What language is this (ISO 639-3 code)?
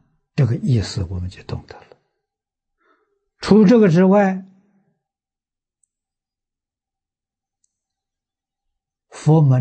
zho